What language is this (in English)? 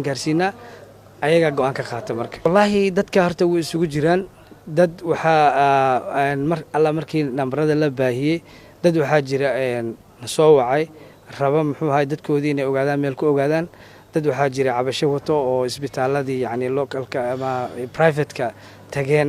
Somali